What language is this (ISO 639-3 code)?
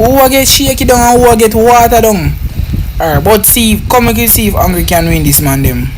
jam